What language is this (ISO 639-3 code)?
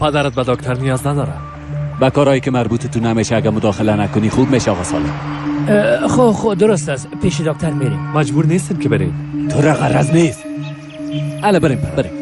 fas